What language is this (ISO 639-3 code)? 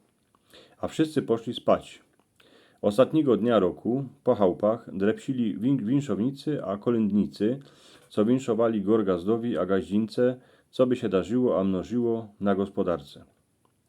szl